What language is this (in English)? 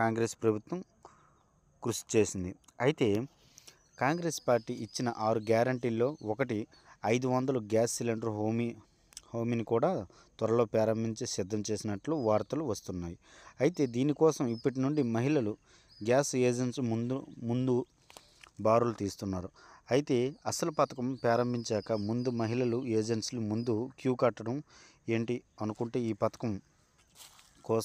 Telugu